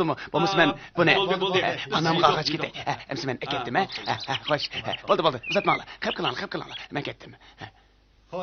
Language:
Uyghur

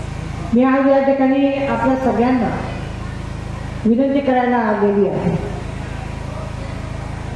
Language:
Marathi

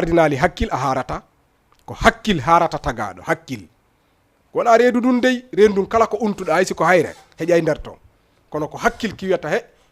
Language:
Fula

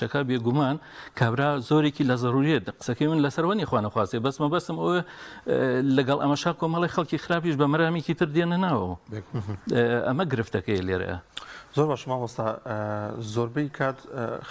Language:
Central Kurdish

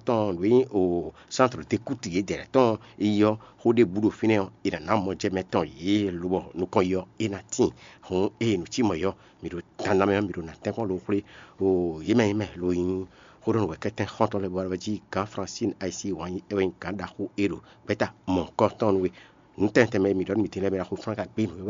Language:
Fon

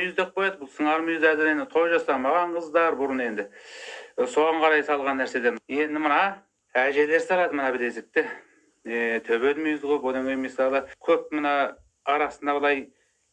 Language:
Kazakh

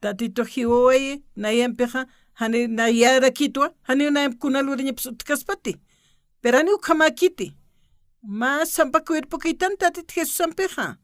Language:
Aymara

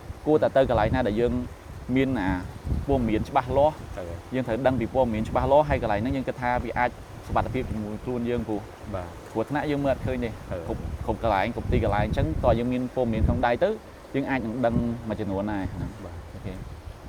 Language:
Khmer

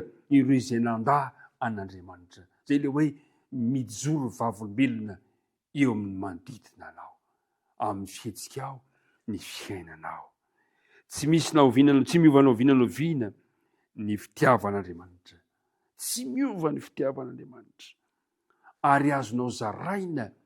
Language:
Malagasy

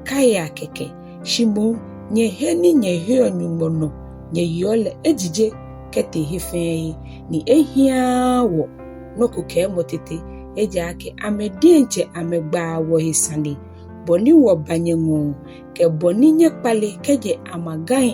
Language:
Ga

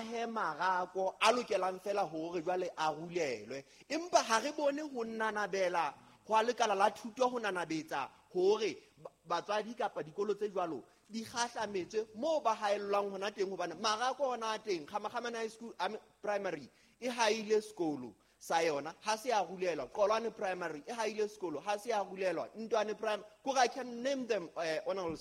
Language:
Southern Sotho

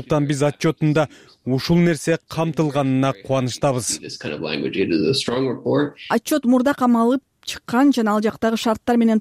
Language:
Kyrgyz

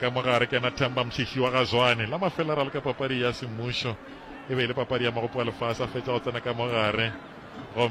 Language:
Northern Sotho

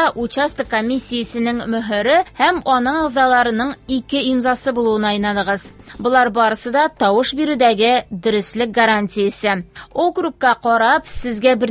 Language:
Tatar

